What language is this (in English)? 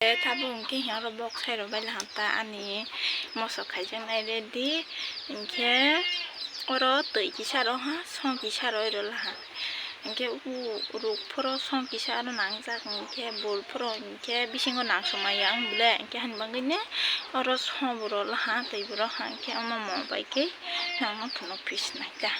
Kok Borok